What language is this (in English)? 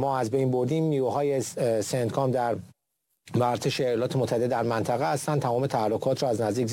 Persian